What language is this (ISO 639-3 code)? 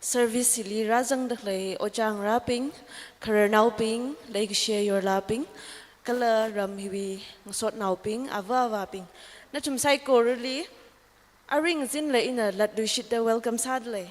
nmf